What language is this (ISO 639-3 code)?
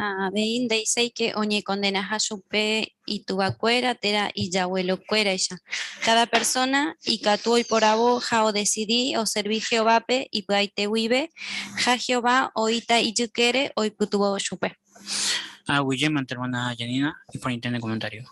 grn